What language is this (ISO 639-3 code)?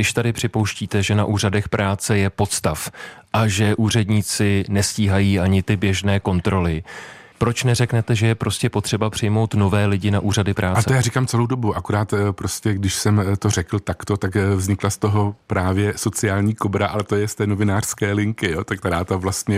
ces